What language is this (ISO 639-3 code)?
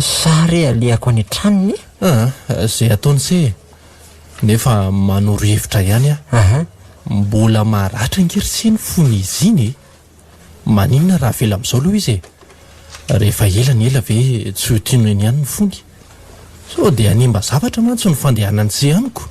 mlg